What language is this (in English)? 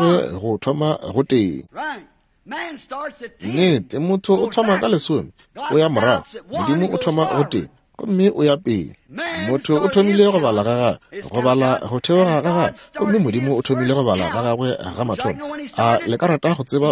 Northern Sotho